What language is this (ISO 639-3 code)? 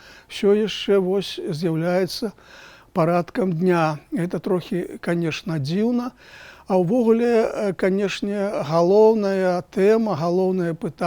bel